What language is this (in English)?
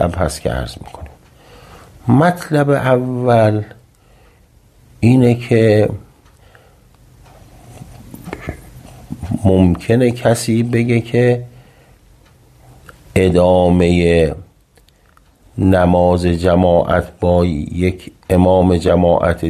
Persian